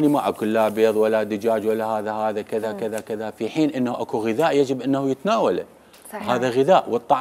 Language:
Mesopotamian Arabic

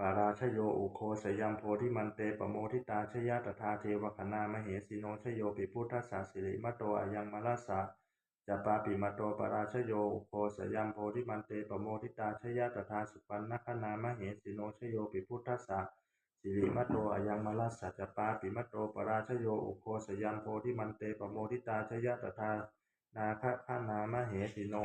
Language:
Pali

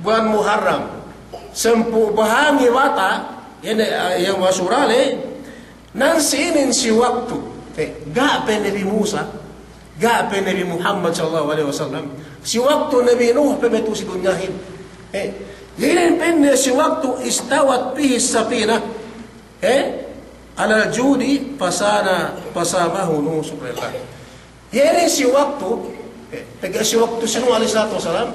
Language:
Yakan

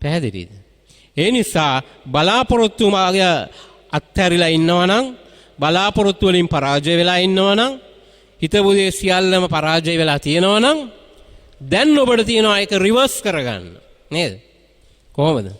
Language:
Sinhala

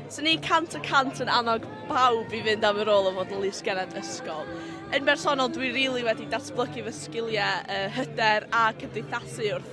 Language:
Welsh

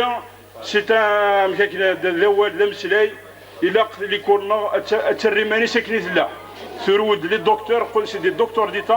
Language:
Kabyle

